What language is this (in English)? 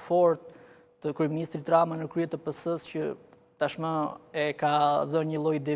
Albanian